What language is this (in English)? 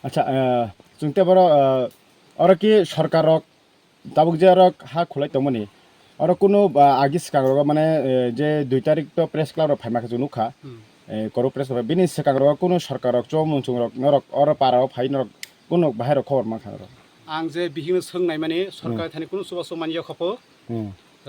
Kok Borok